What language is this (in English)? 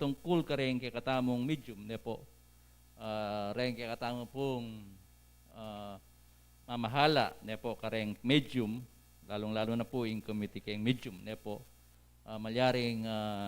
Pampanga